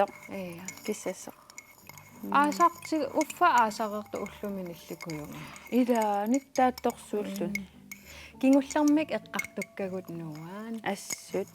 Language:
Kalaallisut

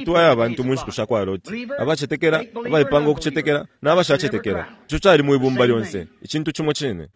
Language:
Bemba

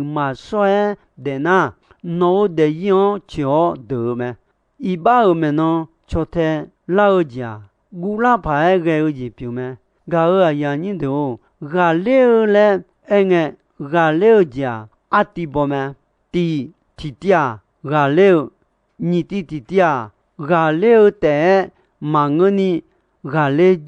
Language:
Akha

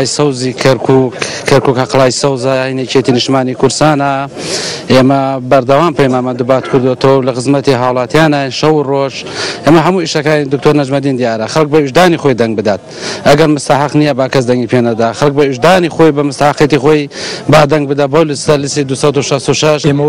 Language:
Central Kurdish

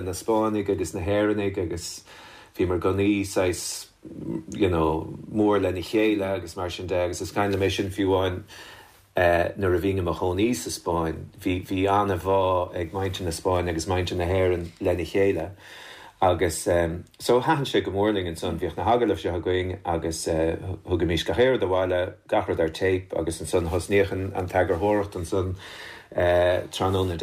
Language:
Irish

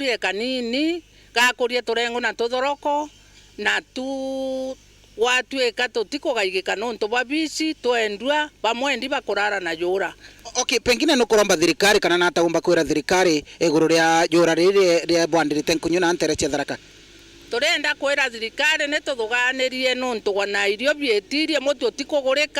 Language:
Meru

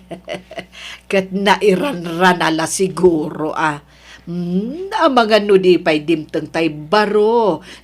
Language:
Iloko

